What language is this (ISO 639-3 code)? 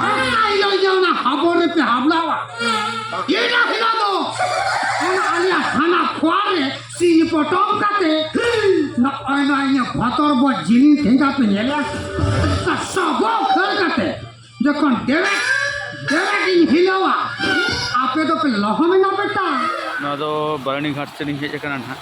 sat